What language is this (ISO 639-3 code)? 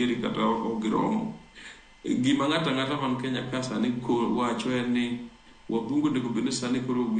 luo